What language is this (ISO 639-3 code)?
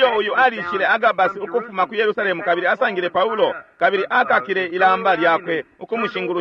bem